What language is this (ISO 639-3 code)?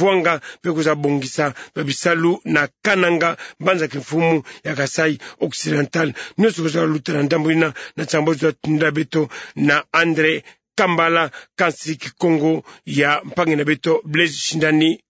ktu